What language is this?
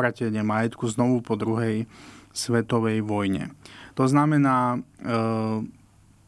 Slovak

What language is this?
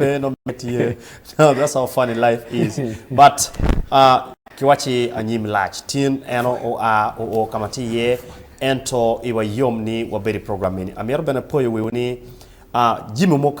Acoli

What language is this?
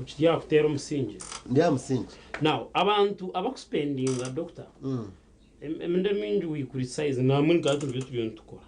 Nyankole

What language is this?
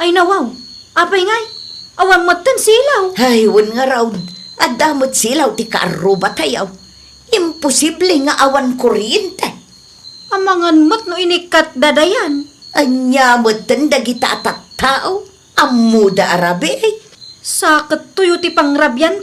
Iloko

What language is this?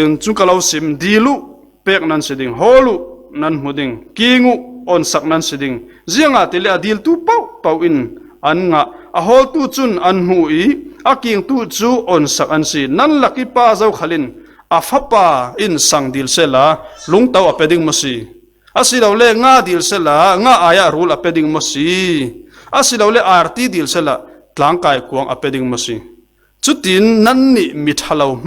Falam Chin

